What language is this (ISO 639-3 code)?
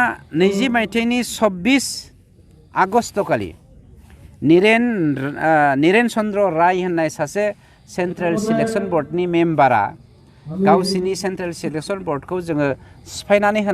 brx